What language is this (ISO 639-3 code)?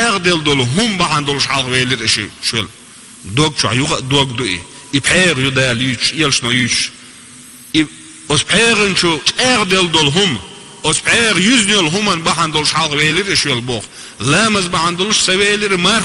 che